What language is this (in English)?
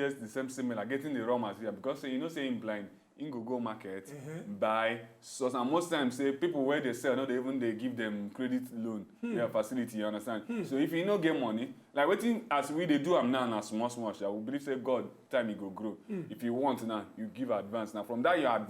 Nigerian Pidgin